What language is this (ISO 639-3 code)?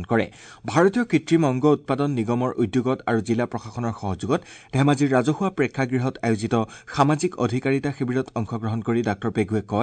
asm